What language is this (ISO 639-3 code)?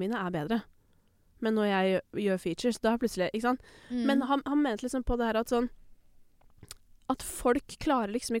nor